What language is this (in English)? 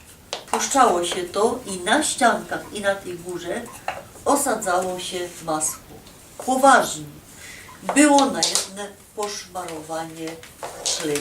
Silesian